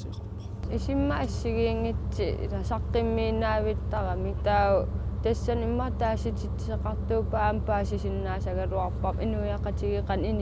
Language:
Kalaallisut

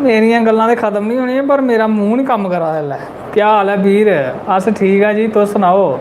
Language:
Dogri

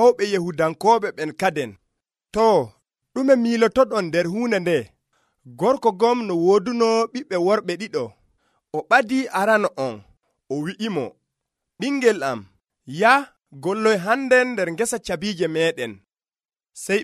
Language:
Nigerian Fulfulde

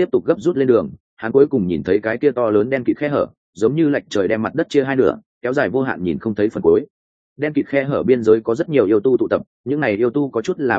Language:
Vietnamese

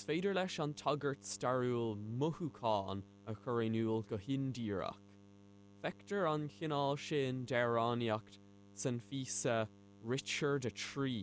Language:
Irish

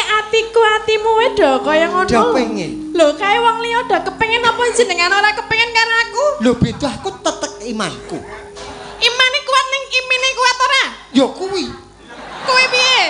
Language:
Javanese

